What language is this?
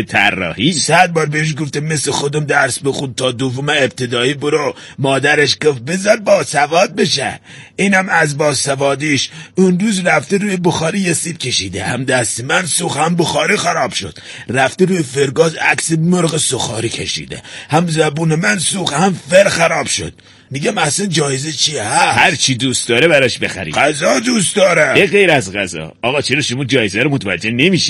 Persian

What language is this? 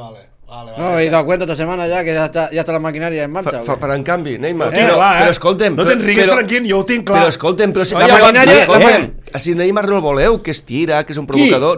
Catalan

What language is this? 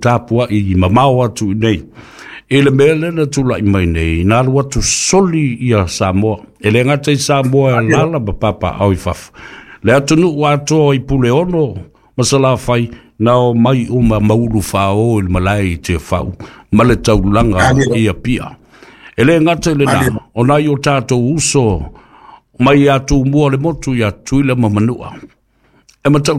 Samoan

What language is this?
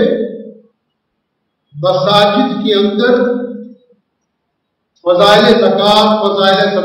Urdu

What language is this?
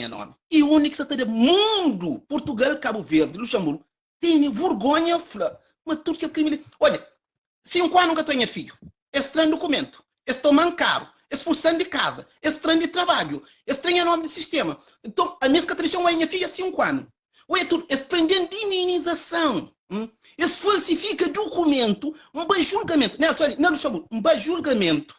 Kabuverdianu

